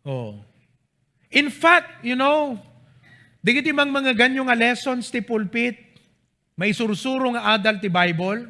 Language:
Iloko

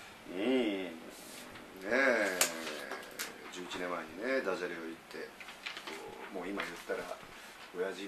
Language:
Japanese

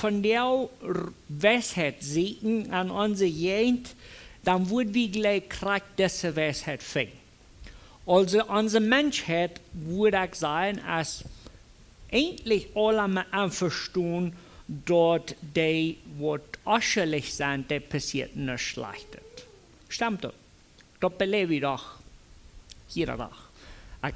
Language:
Plautdietsch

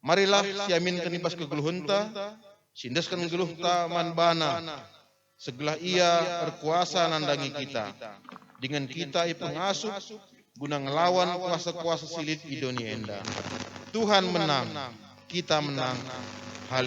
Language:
Batak Karo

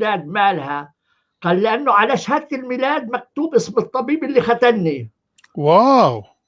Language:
North Levantine Arabic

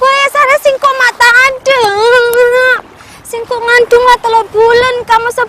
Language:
Madurese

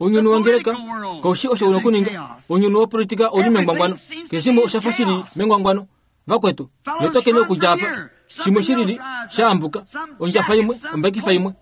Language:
Kuanyama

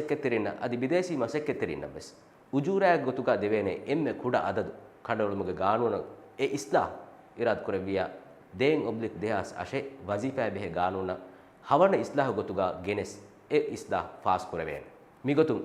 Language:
Divehi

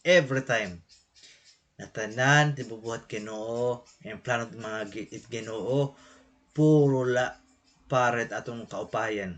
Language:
Waray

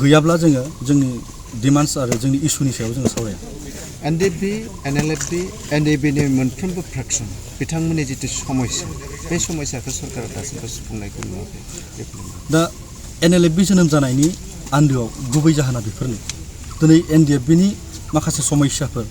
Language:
Bodo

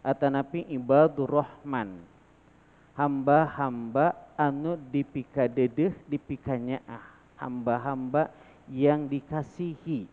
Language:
Sundanese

